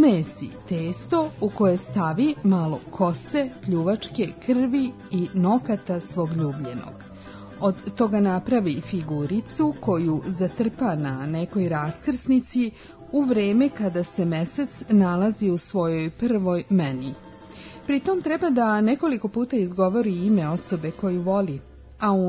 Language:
Serbian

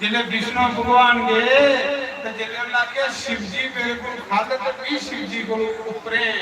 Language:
Dogri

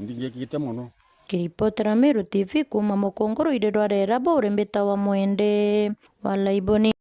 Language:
Meru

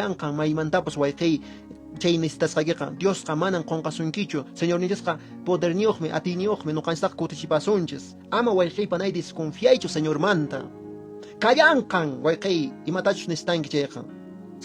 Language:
Quechua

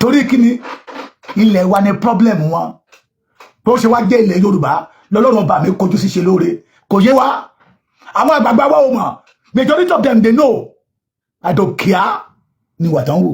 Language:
Yoruba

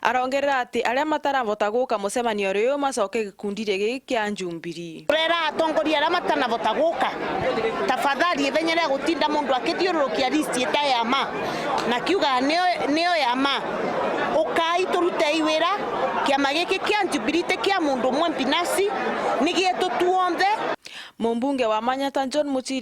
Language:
Meru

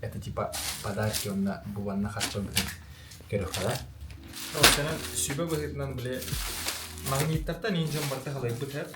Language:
Yakut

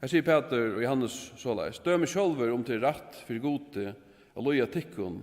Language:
Faroese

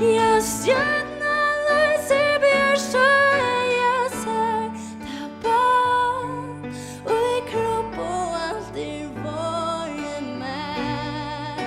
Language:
Faroese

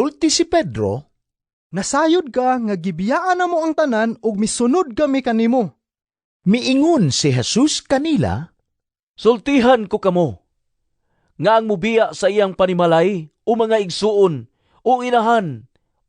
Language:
Cebuano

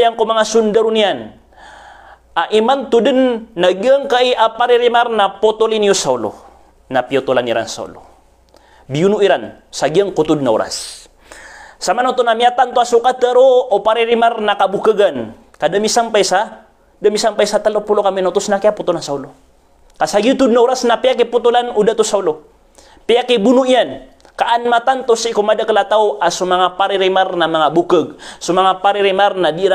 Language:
Maranao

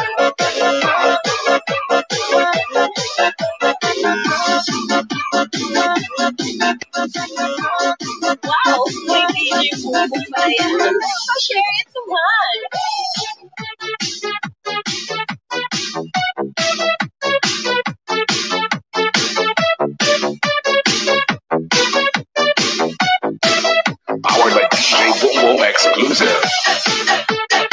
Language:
Filipino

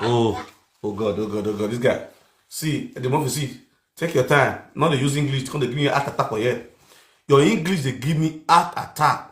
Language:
Nigerian Pidgin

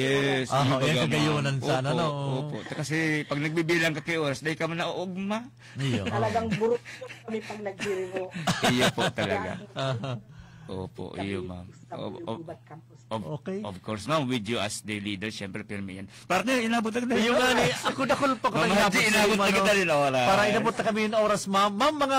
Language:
Bikol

